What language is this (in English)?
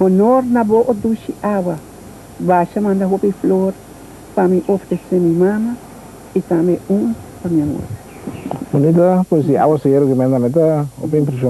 Papiamento